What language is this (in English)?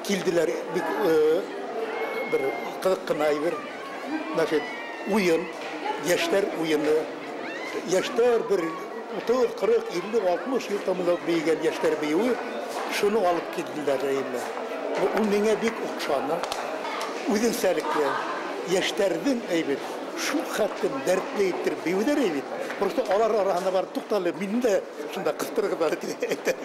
Bashkir